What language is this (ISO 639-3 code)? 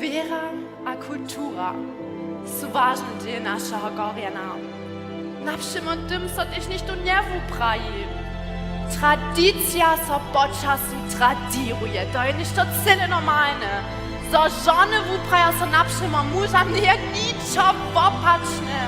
hsb